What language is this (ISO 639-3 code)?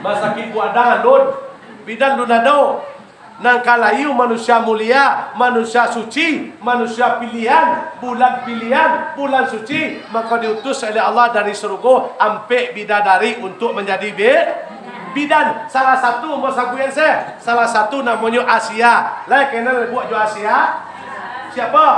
min